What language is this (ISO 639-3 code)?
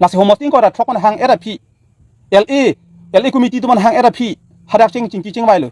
mjw